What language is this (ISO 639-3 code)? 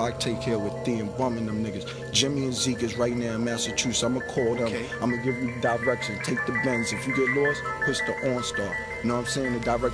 eng